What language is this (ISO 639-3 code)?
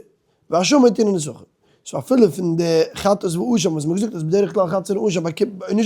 yid